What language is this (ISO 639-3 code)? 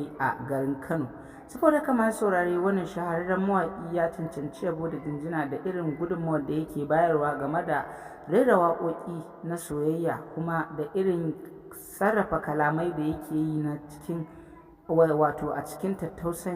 hau